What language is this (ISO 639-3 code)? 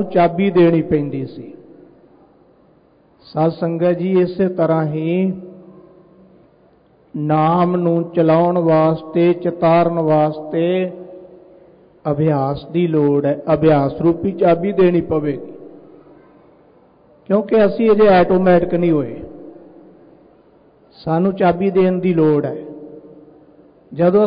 pan